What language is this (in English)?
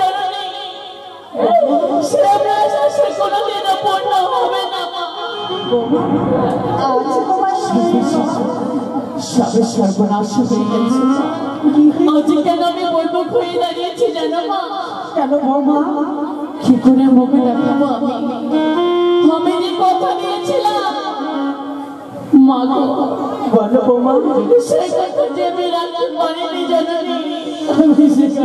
Bangla